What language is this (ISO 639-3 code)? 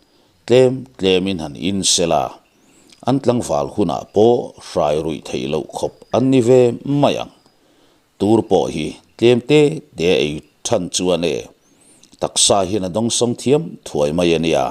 lus